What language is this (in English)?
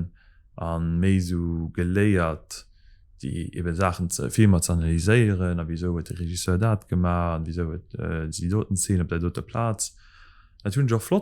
Luxembourgish